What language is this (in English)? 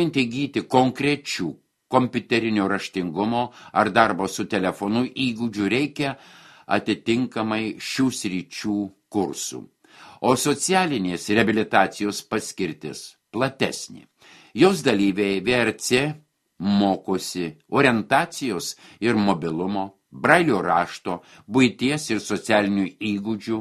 Lithuanian